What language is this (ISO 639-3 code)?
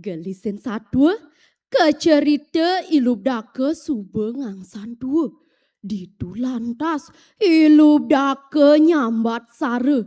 ban